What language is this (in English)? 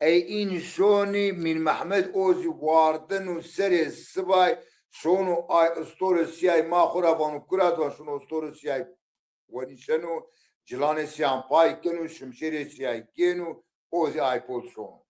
Zaza